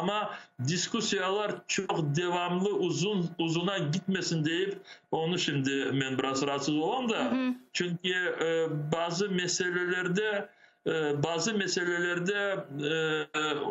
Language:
Crimean Tatar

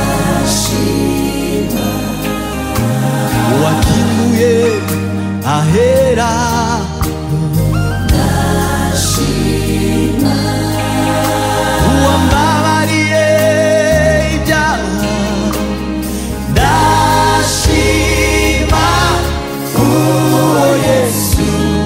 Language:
Kinyarwanda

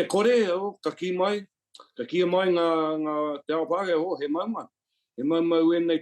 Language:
Māori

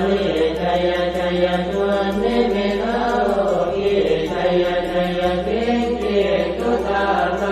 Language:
Pali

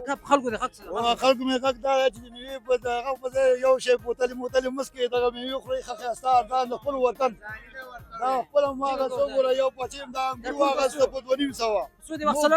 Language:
Pashto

